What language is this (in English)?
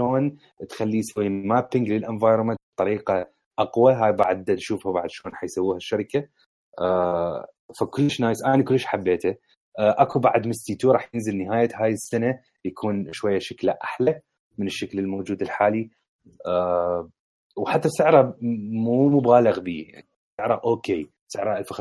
Mesopotamian Arabic